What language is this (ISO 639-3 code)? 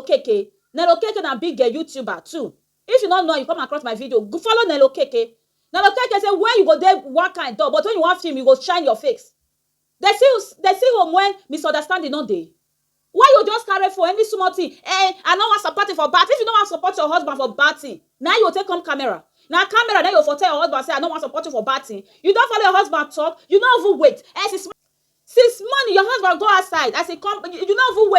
pcm